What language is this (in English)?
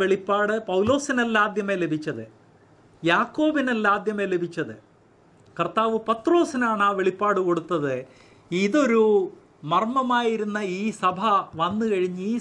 Malayalam